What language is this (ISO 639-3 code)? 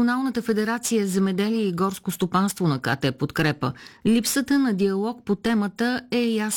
bul